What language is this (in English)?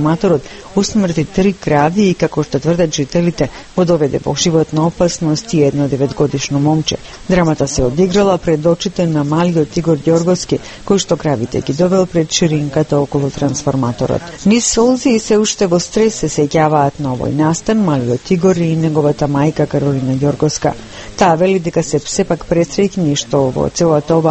Macedonian